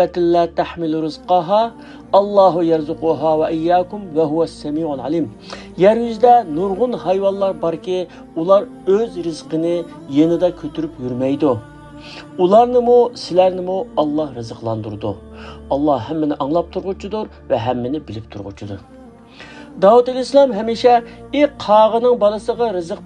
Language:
Uyghur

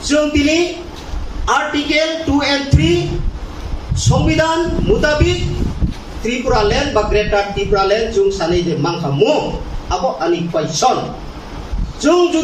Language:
Kok Borok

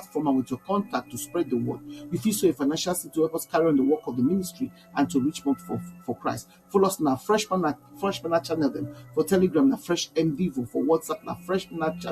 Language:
Nigerian Pidgin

